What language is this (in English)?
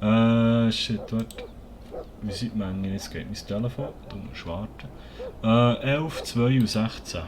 Swiss German